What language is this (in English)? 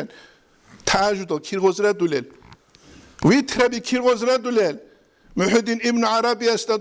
Avaric